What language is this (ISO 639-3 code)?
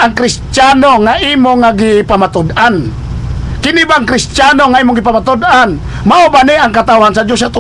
ceb